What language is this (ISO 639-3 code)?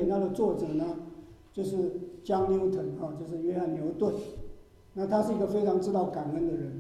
zho